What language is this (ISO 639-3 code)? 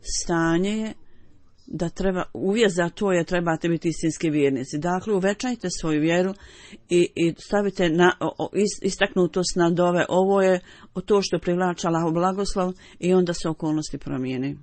bos